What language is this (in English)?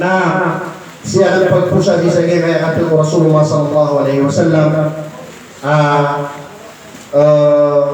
Maranao